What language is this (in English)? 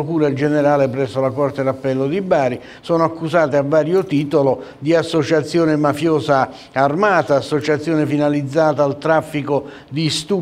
Italian